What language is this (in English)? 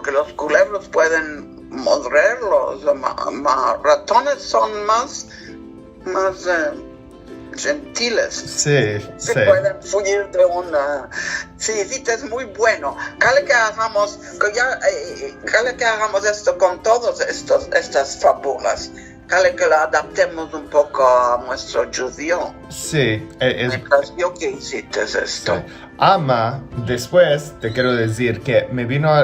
Ladino